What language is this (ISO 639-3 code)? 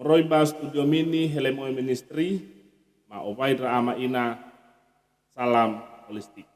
nia